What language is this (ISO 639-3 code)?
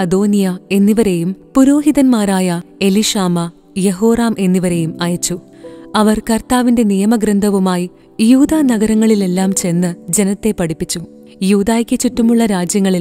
mal